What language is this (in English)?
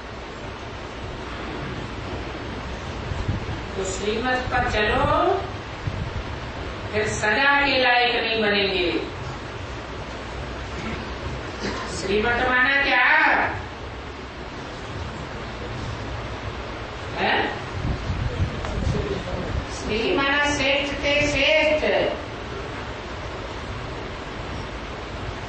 Hindi